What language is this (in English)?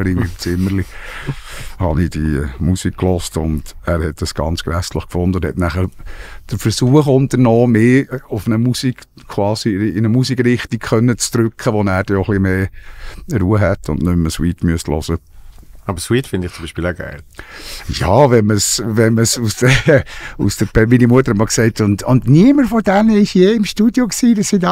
Swiss German